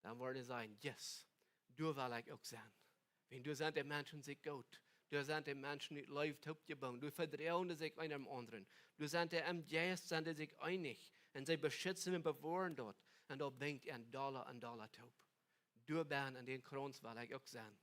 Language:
Plautdietsch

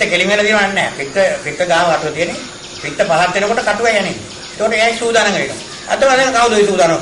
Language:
Sinhala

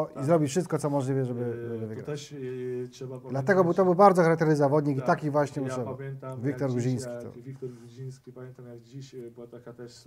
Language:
Polish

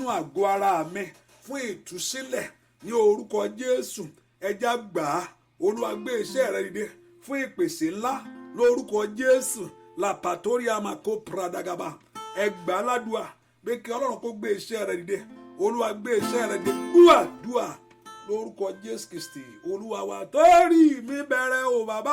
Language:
Yoruba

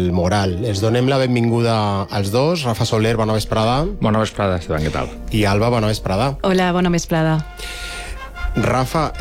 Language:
Catalan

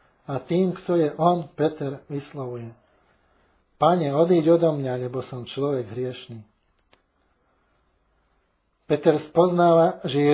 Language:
Slovak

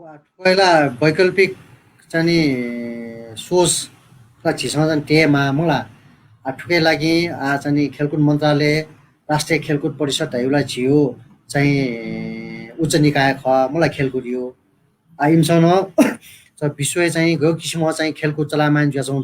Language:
Newari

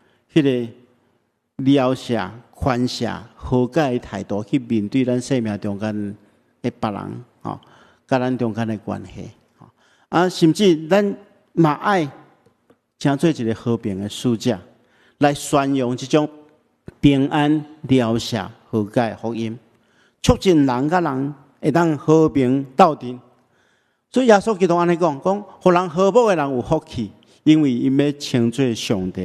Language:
Min Nan Chinese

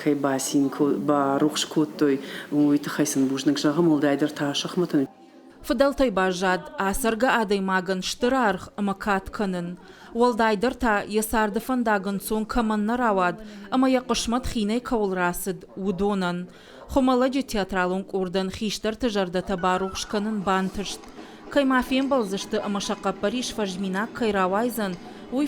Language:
Ossetic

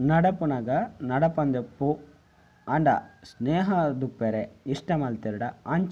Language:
Tulu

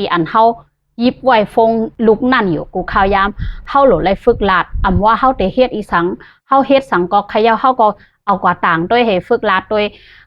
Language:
Shan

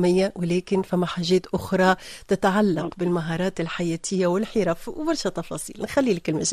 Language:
Tunisian Arabic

